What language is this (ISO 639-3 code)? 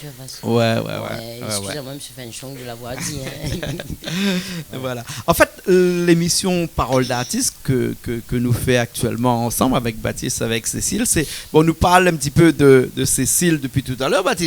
rcf